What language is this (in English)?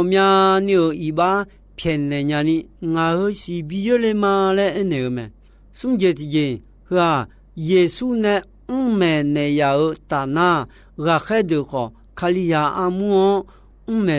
Akha